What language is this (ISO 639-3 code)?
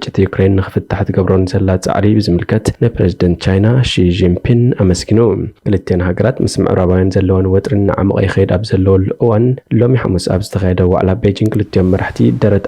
tir